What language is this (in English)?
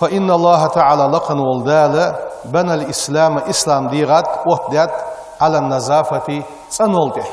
Ingush